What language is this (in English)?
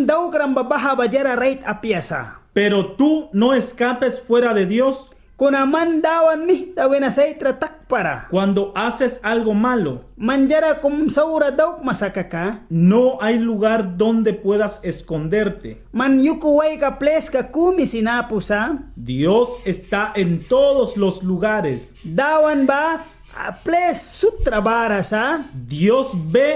Mískito